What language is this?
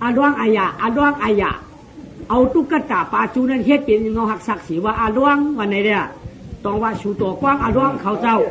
Shan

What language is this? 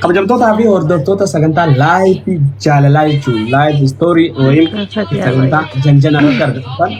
Oromo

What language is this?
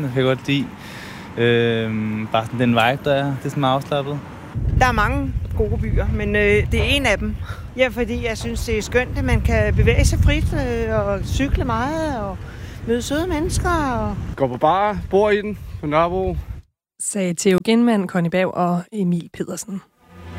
Danish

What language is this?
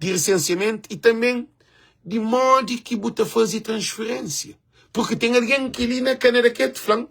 Kabuverdianu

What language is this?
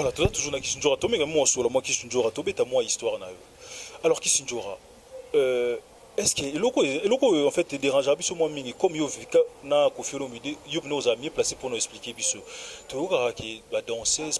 Lingala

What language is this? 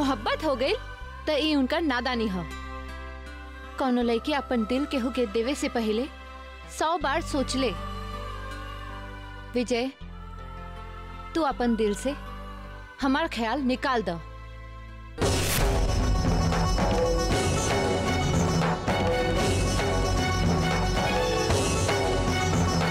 Bhojpuri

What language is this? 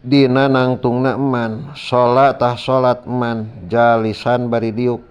Sundanese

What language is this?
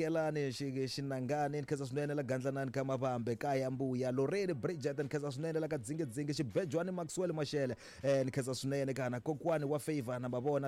Tsonga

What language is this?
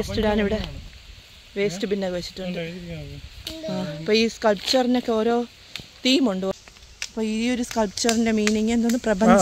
Malayalam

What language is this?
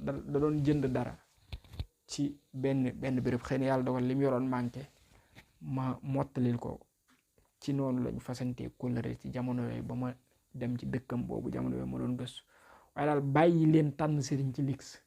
Wolof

